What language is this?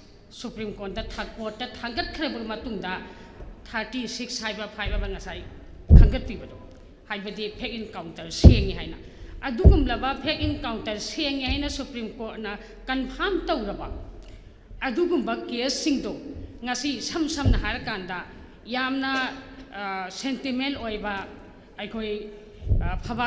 Manipuri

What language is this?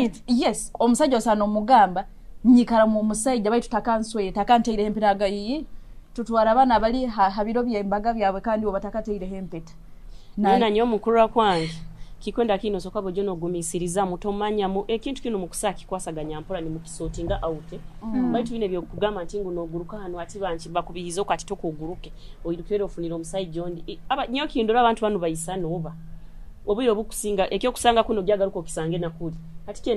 Nyoro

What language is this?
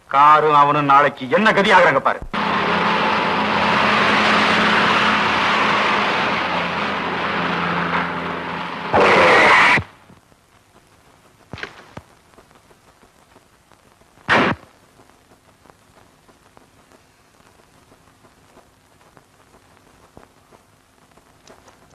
Tamil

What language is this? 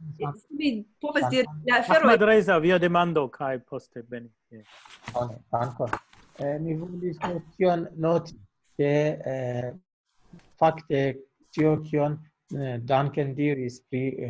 Esperanto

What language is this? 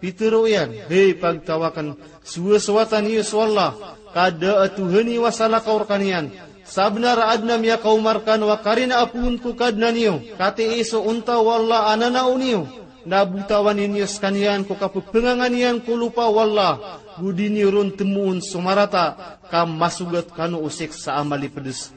Maranao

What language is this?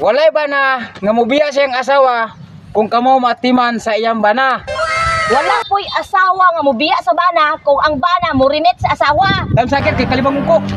Cebuano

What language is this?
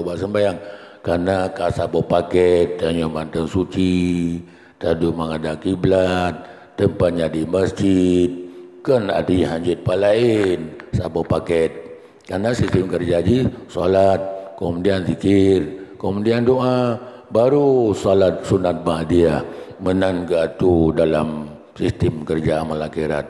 Achinese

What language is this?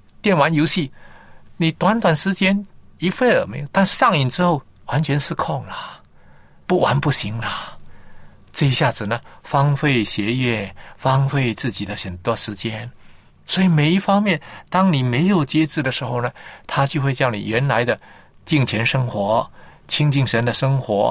Chinese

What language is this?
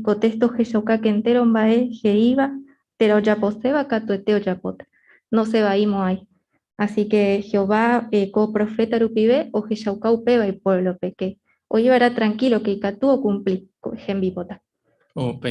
Guarani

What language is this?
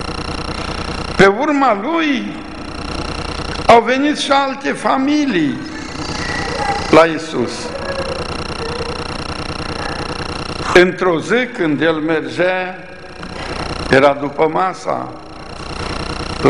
Romanian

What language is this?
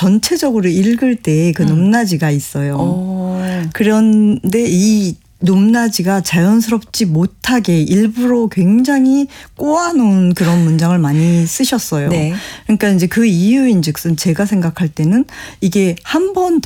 Korean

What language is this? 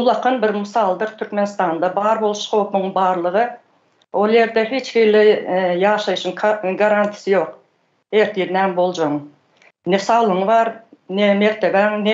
Turkmen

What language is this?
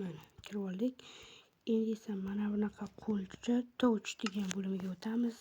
Uzbek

